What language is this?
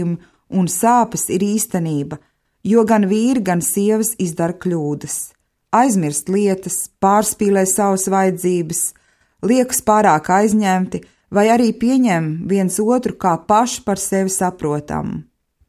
Latvian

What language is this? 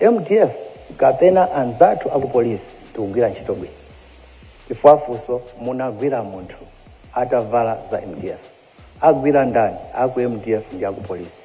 Nyanja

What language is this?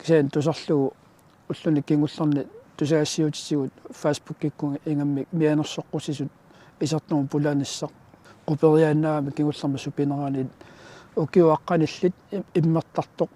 Kalaallisut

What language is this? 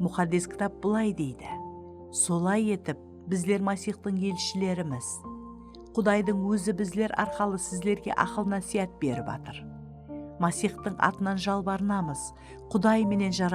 Kara-Kalpak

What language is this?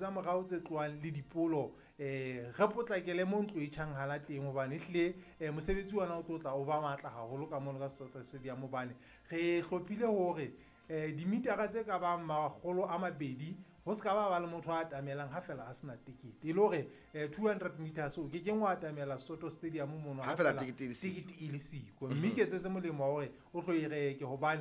Southern Sotho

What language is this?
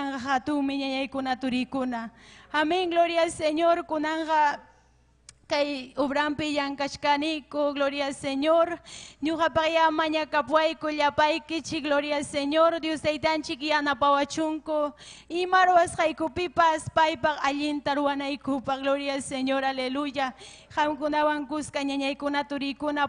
Ayacucho Quechua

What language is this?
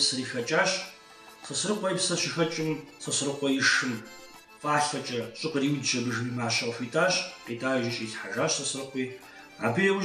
Kabardian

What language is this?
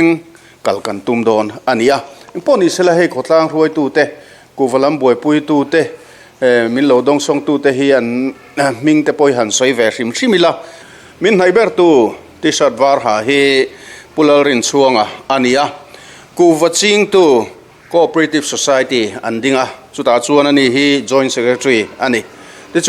Mizo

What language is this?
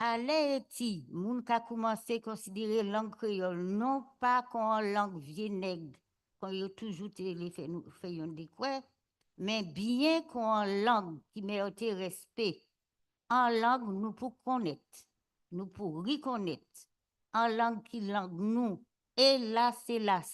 Guadeloupean Creole French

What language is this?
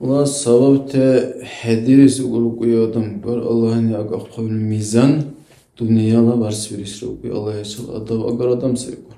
Dargwa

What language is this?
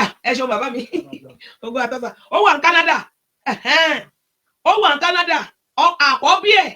Yoruba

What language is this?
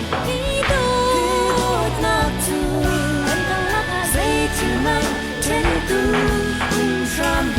Hakha Chin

